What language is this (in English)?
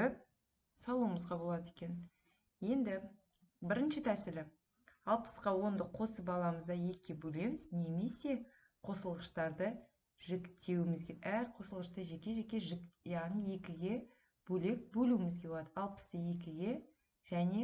Kazakh